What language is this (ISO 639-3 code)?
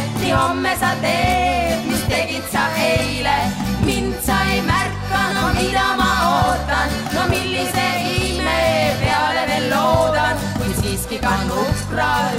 est